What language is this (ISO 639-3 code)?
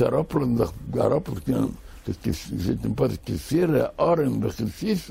yid